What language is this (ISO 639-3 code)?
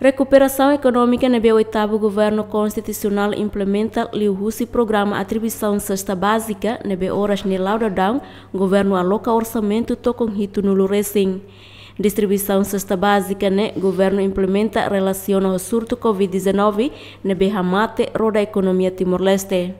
tet